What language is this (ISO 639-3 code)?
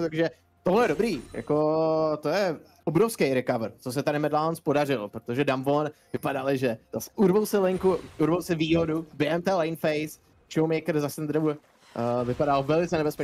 ces